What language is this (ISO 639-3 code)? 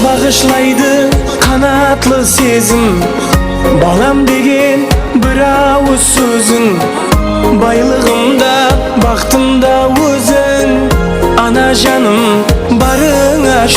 kaa